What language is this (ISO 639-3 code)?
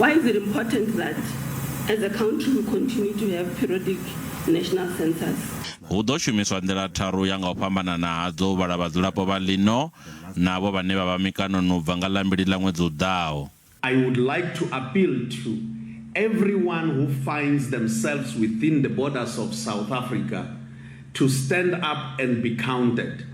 ven